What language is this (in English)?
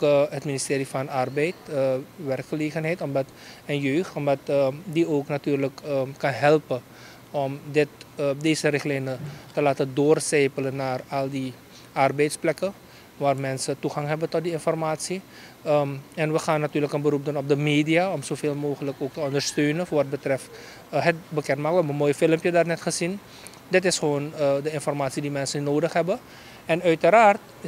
Dutch